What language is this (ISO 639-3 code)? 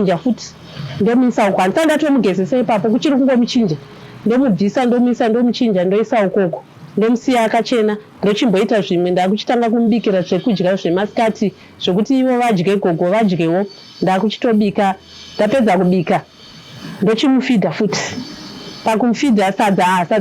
sna